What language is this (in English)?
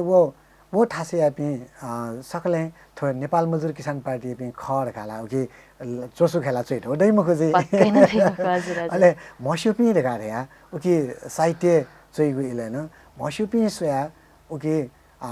Newari